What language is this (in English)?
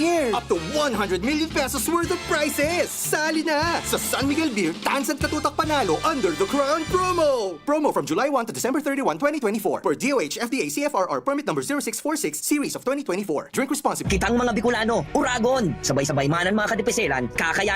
Bikol